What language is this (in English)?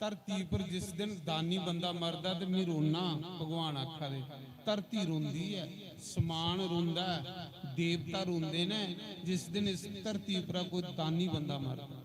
Dogri